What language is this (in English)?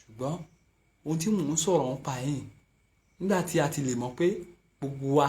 Yoruba